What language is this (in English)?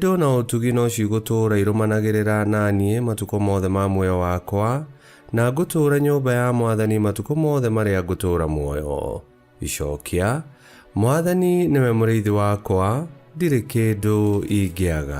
Kikuyu